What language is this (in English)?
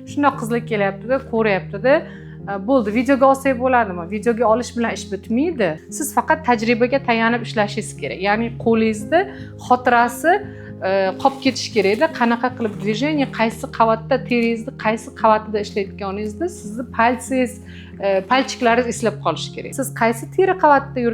Uzbek